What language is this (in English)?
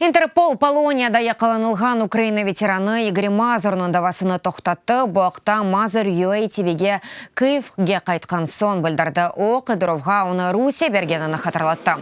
Crimean Tatar